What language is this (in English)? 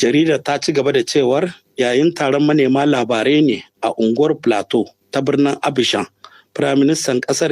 Hausa